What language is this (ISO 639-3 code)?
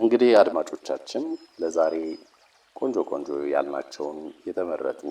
amh